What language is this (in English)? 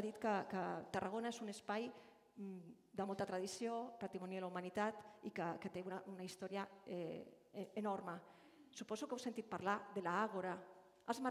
Catalan